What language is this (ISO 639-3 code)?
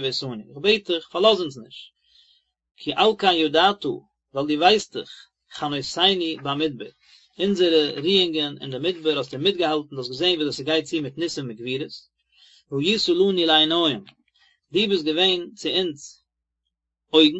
yid